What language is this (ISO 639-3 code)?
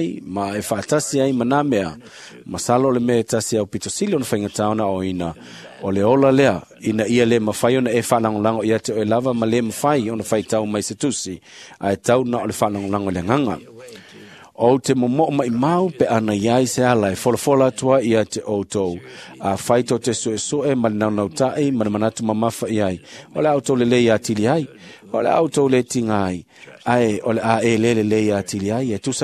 smo